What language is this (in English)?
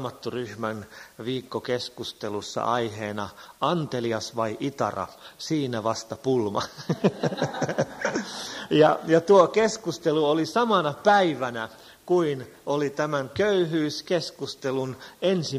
Finnish